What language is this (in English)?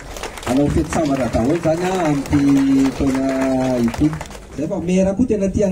Malagasy